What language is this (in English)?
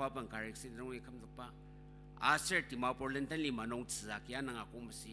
Ao Naga